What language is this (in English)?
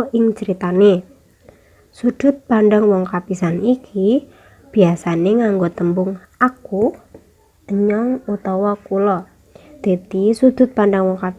Javanese